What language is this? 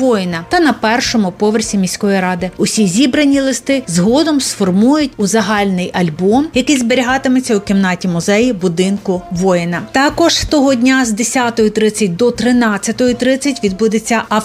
Ukrainian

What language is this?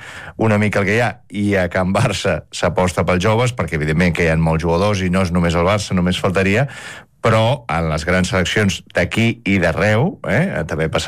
Catalan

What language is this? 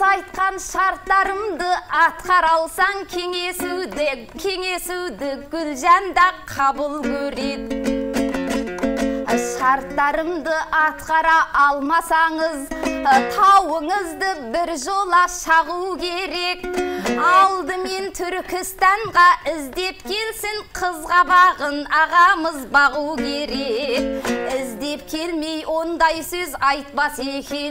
Kazakh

